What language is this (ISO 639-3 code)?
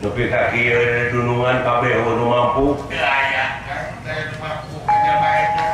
sun